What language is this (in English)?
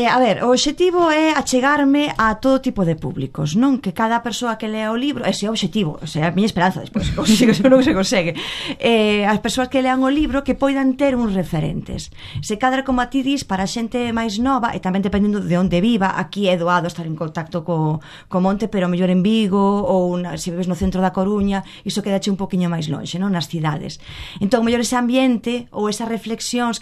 Galician